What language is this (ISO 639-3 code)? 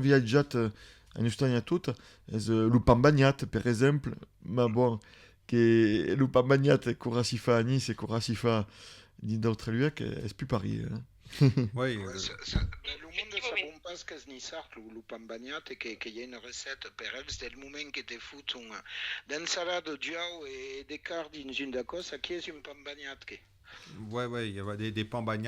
oci